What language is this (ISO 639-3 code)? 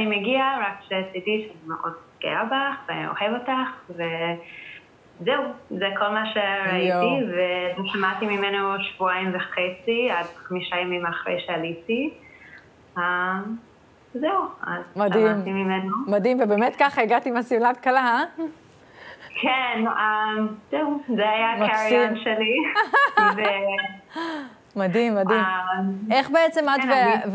heb